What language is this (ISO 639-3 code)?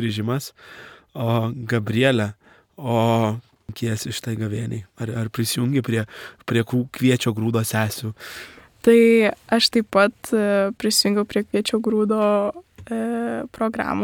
lit